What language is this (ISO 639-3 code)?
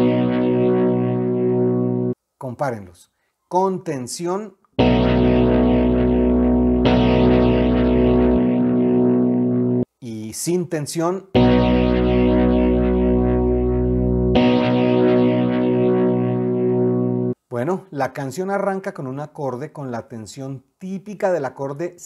spa